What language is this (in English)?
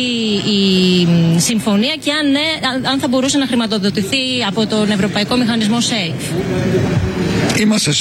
Greek